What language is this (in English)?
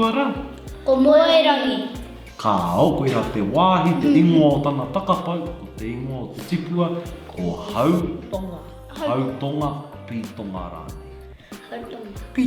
Māori